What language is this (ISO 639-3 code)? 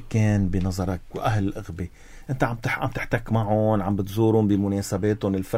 apc